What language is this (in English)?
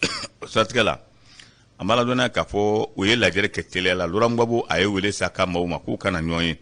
Bambara